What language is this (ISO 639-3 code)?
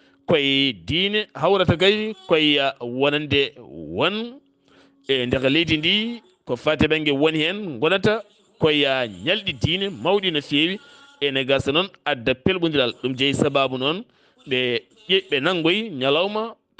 ful